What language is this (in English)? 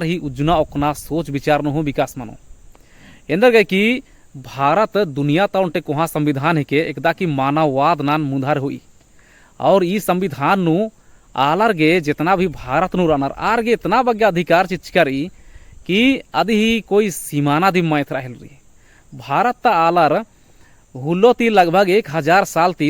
Kurukh